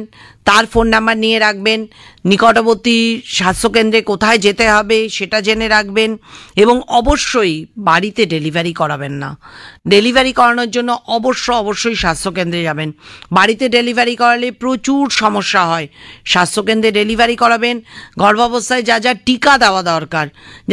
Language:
Bangla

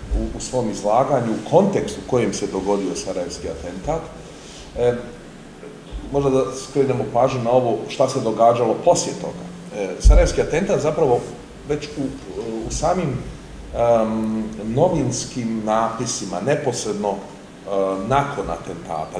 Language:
Serbian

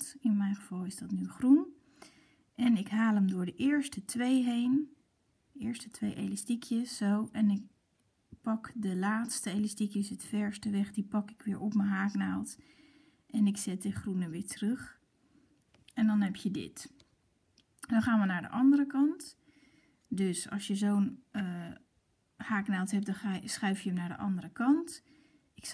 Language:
Dutch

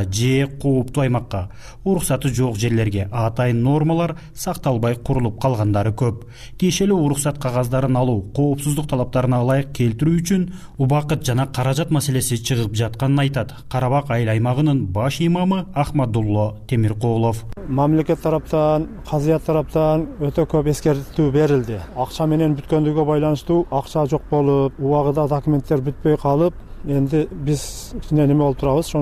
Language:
Kyrgyz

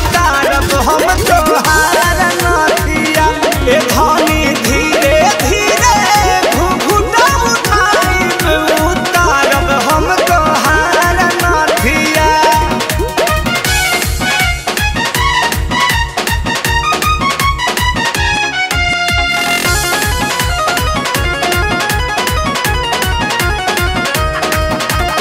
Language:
Bhojpuri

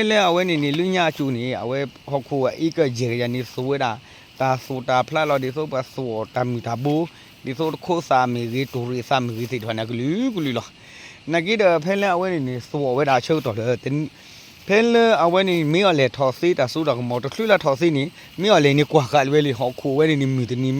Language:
S'gaw Karen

